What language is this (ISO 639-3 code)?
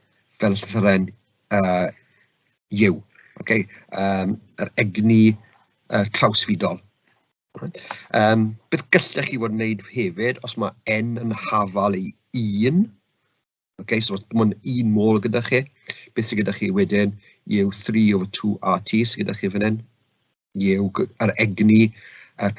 cym